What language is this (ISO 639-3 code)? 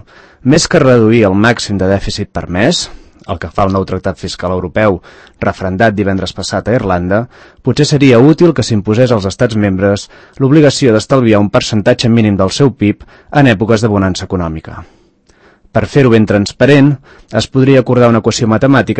cat